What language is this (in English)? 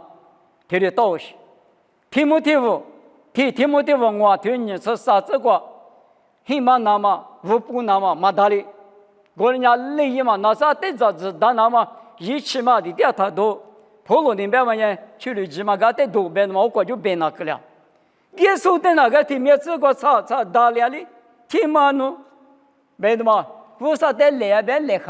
Lisu